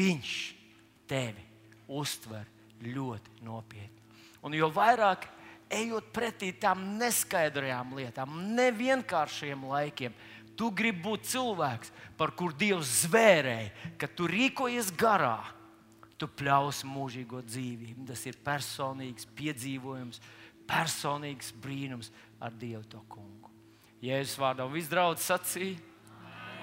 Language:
Latvian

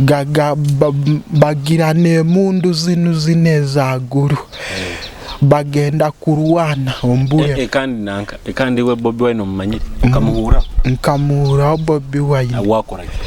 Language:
Nyoro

